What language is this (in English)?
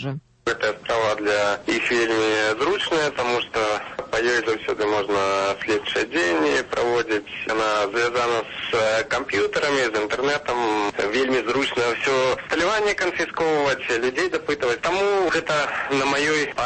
Belarusian